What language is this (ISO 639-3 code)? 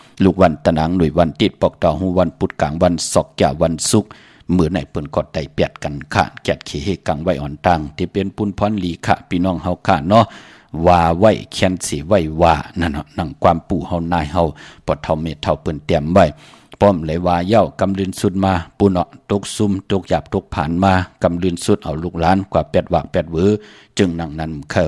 shn